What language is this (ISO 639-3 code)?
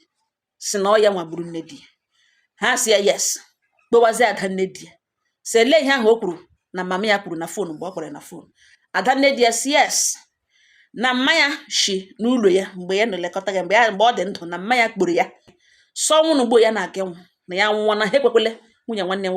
ibo